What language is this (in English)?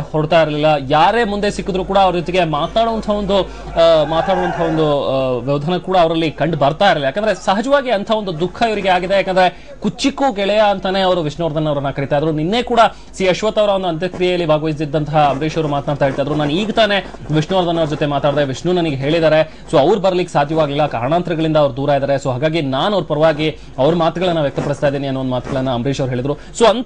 Kannada